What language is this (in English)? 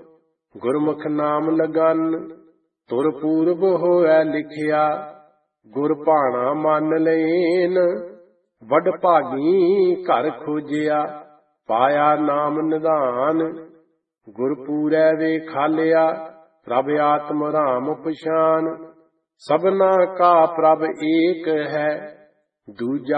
Punjabi